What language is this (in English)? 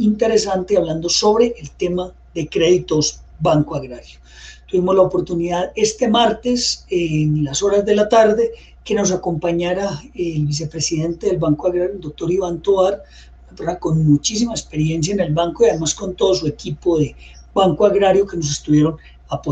Spanish